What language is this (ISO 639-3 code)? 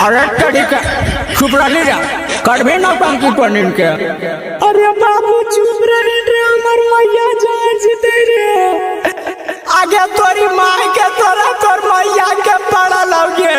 mag